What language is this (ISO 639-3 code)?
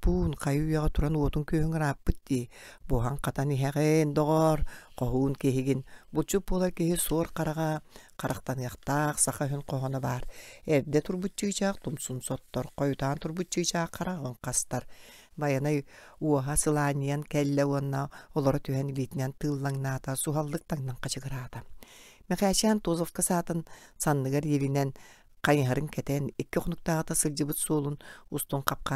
sah